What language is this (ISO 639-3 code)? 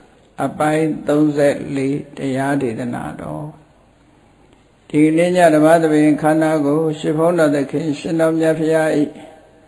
mya